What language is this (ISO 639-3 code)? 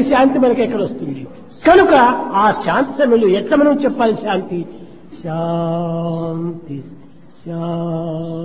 tel